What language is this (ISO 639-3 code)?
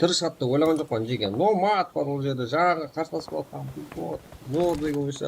kaa